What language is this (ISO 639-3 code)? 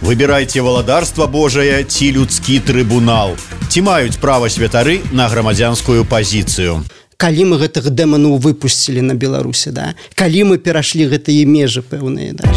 bel